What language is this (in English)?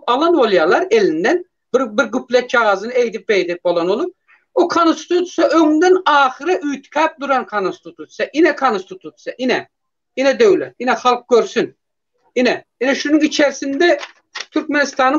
Turkmen